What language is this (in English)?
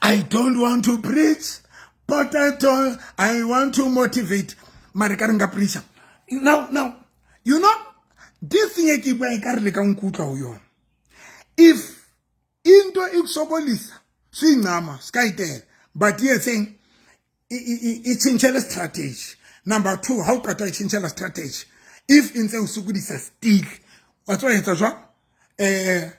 Southern Sotho